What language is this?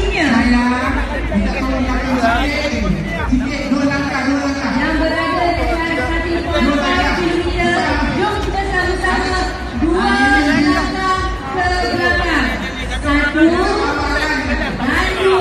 Malay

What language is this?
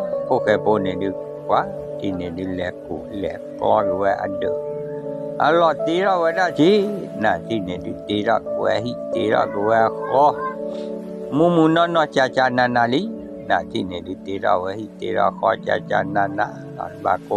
S'gaw Karen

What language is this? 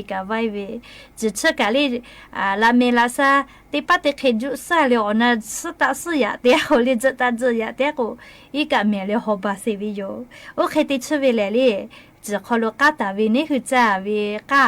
Lahu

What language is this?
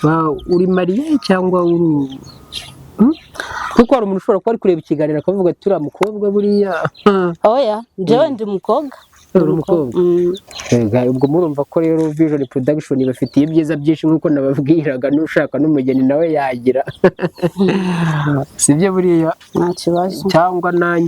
Kinyarwanda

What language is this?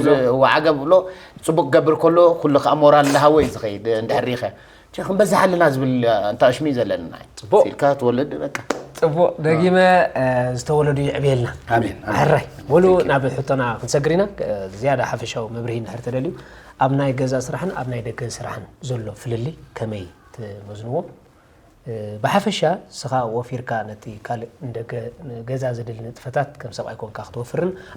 Tigrinya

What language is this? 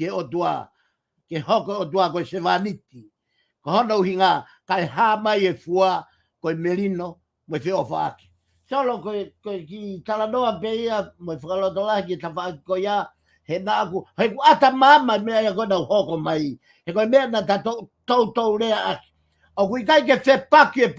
Tongan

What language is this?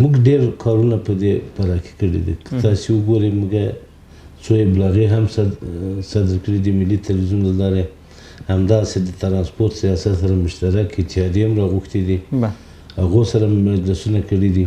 Pashto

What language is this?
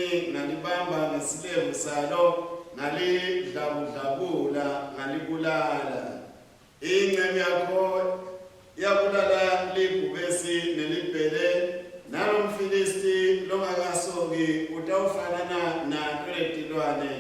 Swati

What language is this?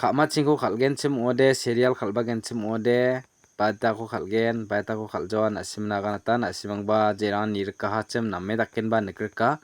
Garo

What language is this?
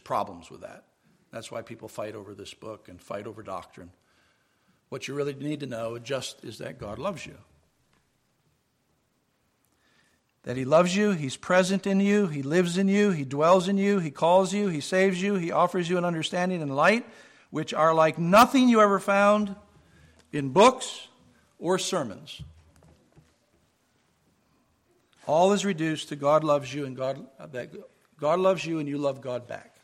English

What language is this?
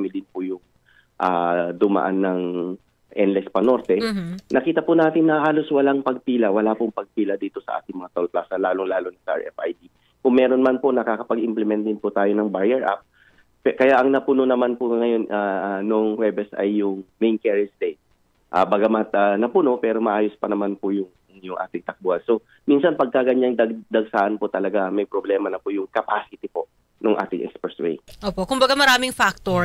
Filipino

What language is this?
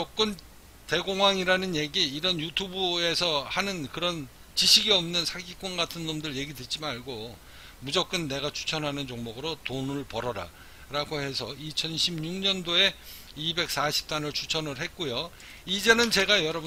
Korean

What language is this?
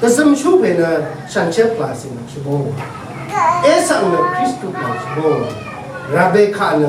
Rawang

